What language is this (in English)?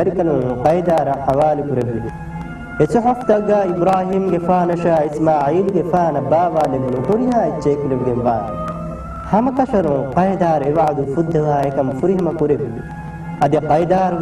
Divehi